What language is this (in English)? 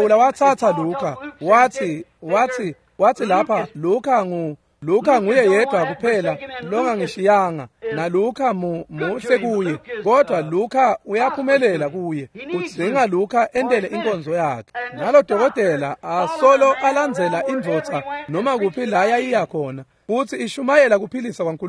Swati